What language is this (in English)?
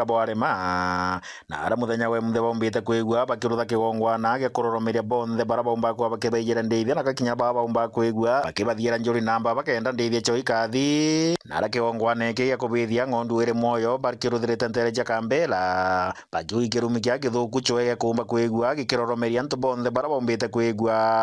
Meru